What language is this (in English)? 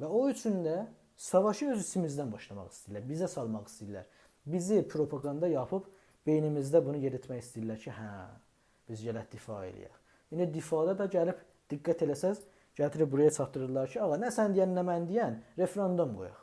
South Azerbaijani